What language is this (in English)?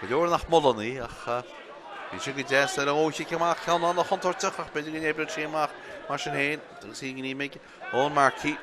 Irish